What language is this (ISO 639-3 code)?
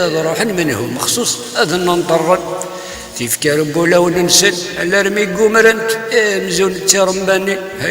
kab